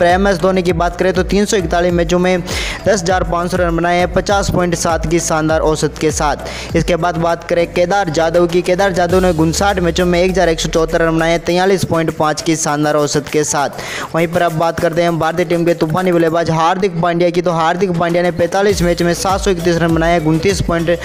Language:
Hindi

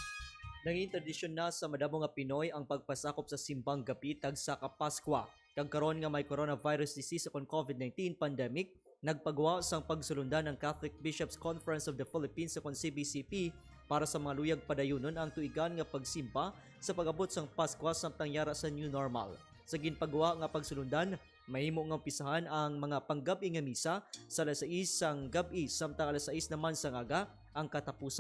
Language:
Hiligaynon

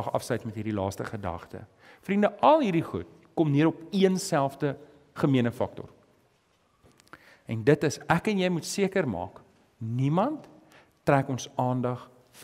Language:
Afrikaans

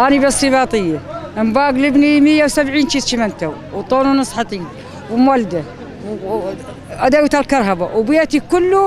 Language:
Kurdish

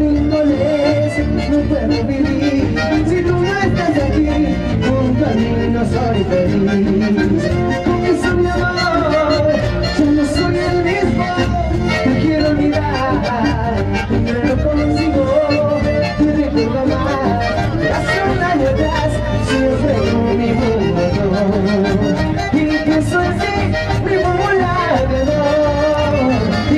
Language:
Spanish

